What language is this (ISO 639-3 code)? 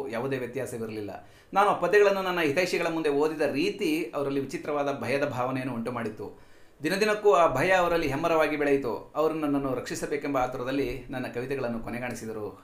kan